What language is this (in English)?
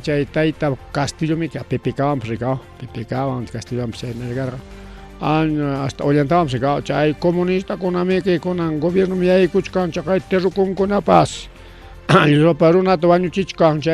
Ayacucho Quechua